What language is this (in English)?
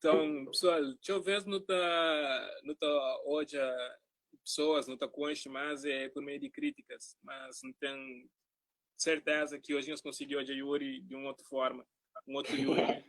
Kabuverdianu